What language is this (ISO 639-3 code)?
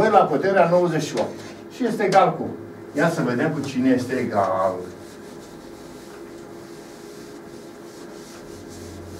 ron